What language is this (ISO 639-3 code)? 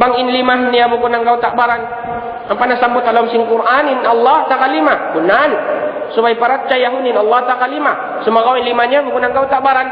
tsg